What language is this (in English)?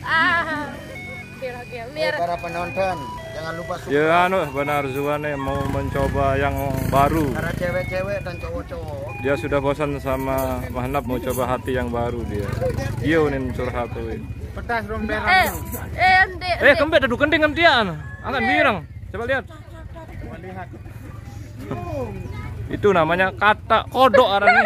Sasak